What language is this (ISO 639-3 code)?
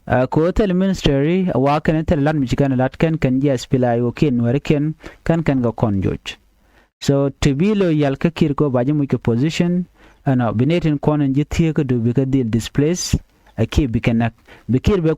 nus